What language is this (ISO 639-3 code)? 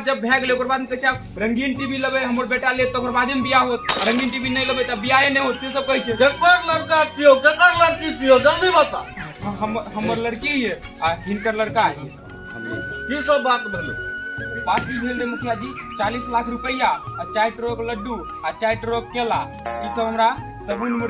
mai